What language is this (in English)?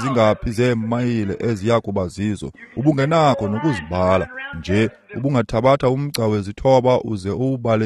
Xhosa